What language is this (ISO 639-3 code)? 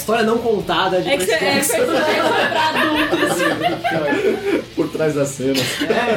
por